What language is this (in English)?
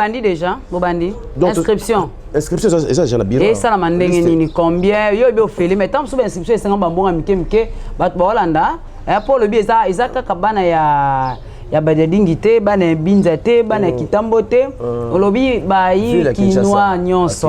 Lingala